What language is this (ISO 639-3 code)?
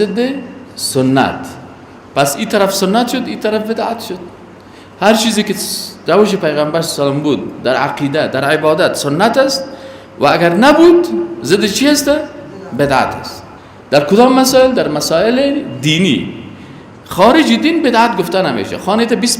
fas